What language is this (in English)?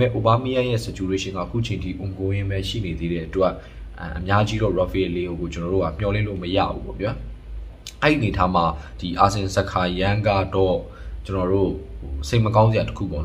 Burmese